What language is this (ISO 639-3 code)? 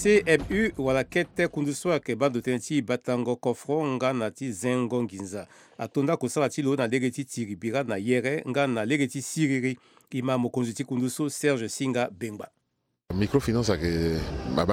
sag